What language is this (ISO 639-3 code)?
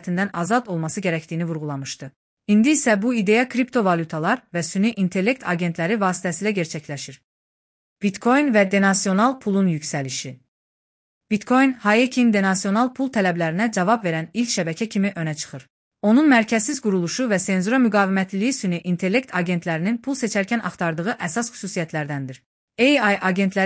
aze